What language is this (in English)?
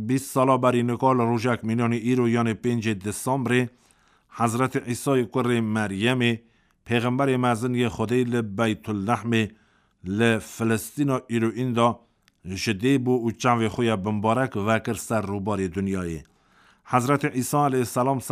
Kurdish